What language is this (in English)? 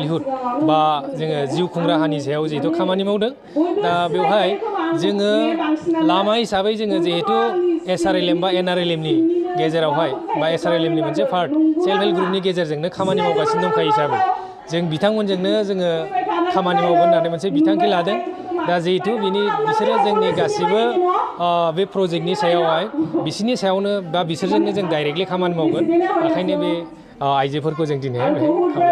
Bodo